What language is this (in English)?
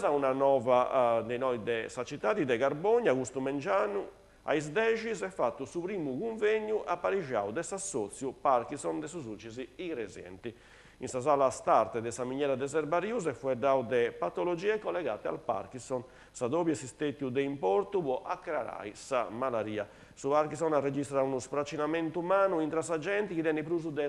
Sardinian